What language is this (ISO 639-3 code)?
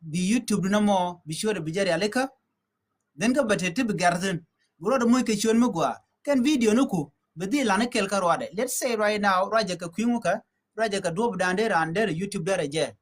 nus